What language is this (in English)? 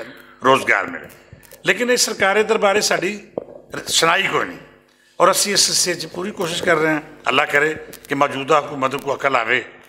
Western Panjabi